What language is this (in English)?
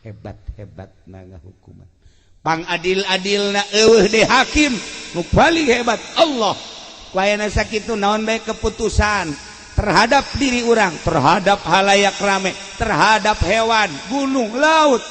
Sundanese